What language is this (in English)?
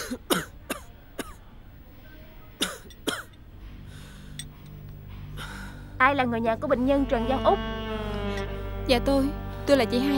Vietnamese